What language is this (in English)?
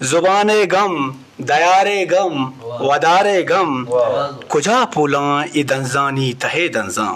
Eastern Balochi